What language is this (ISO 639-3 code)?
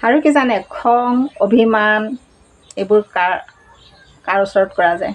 asm